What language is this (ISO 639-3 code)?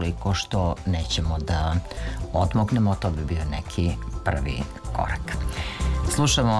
srp